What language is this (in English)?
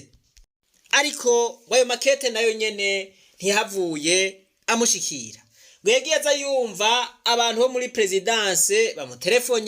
Rundi